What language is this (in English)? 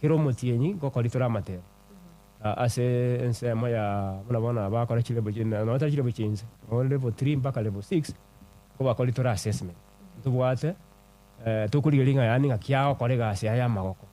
Gusii